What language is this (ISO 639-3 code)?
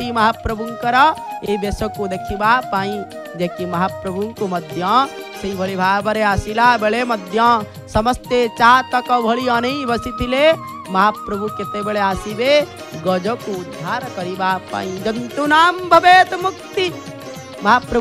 ori